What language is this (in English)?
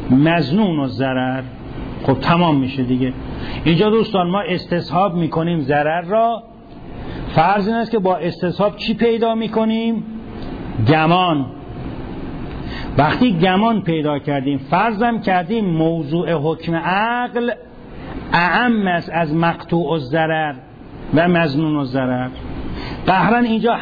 Persian